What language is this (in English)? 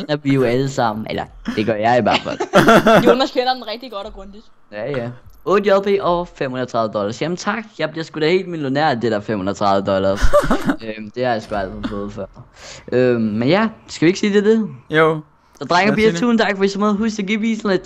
Danish